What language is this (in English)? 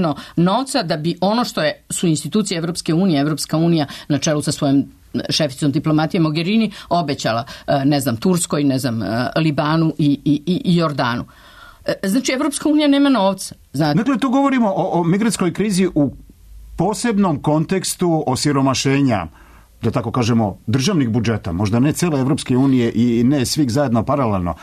Serbian